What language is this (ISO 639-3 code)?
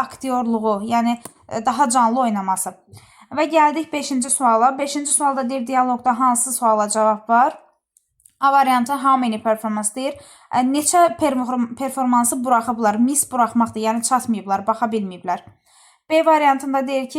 aze